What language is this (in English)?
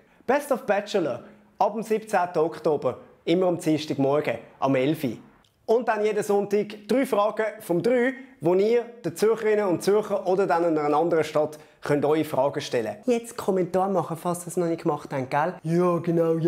Swiss German